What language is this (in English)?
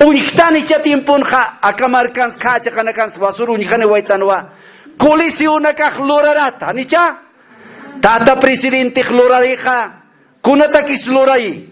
Aymara